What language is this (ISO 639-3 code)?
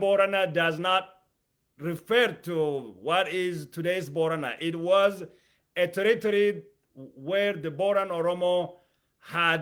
eng